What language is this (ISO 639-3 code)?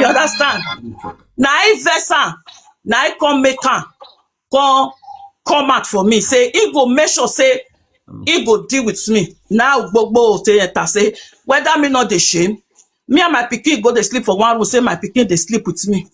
pcm